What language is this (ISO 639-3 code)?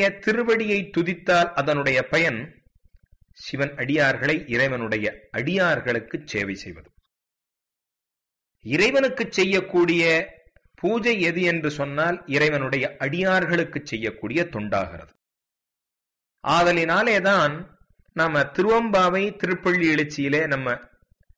tam